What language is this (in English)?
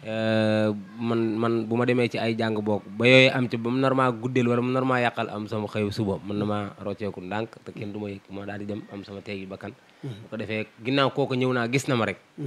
Wolof